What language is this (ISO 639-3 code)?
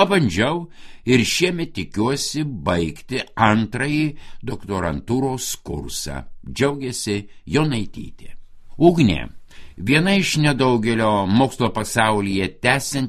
lit